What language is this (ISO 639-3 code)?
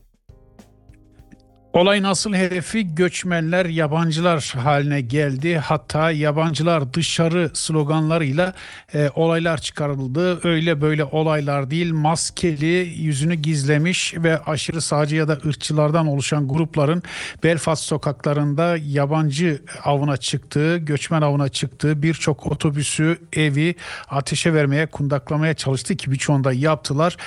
tur